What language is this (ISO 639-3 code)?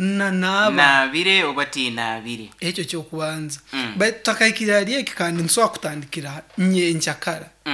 nyn